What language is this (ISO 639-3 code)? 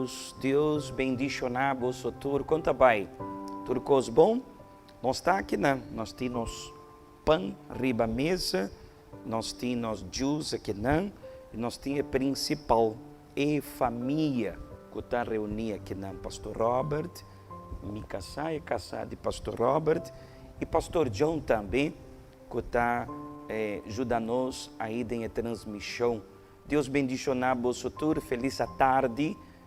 pap